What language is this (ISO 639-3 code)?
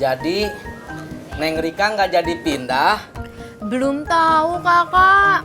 bew